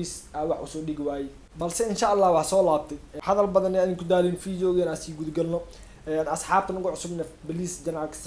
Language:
Somali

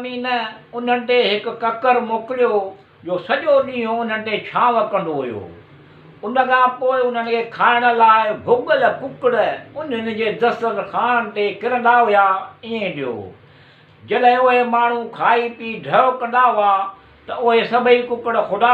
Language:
Sindhi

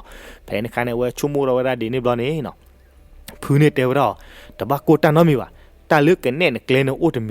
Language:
S'gaw Karen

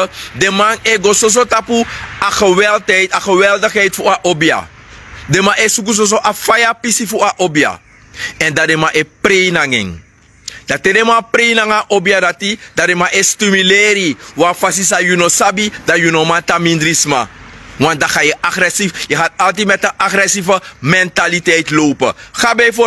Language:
Sranan Tongo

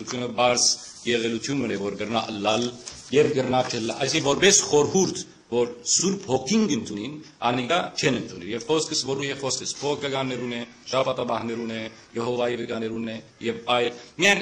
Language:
Western Armenian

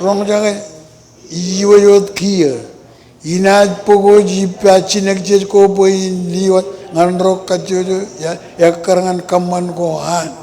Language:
Marshallese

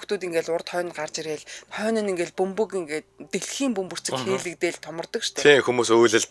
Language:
Mongolian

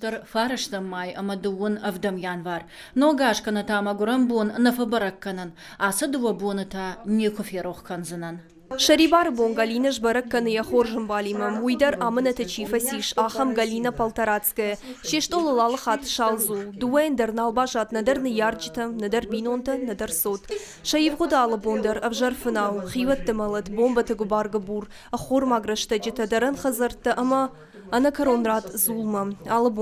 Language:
Ossetic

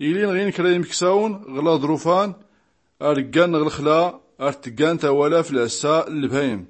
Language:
Tachelhit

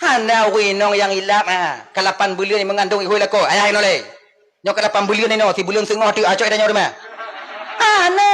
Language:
Achinese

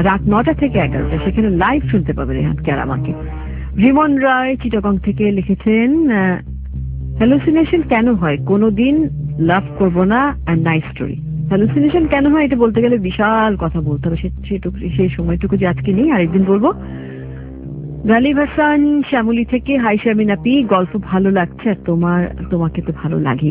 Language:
Bangla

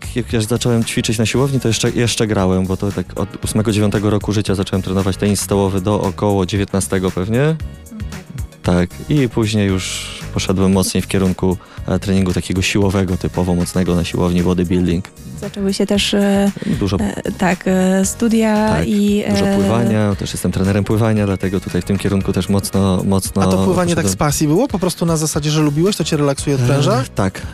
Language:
Polish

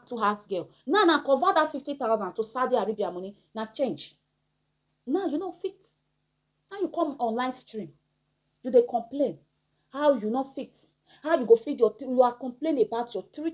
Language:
Nigerian Pidgin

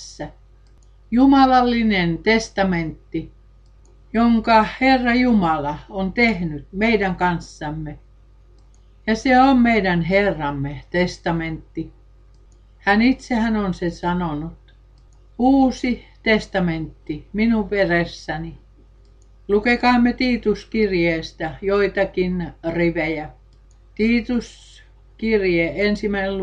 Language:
Finnish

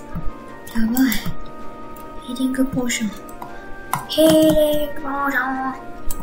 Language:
Japanese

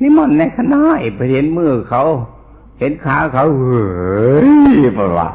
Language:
Northeastern Thai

